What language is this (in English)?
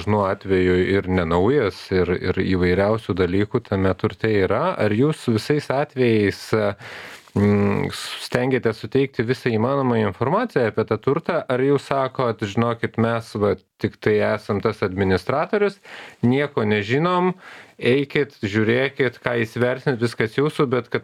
Lithuanian